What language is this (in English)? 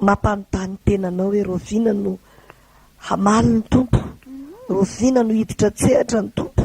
Malagasy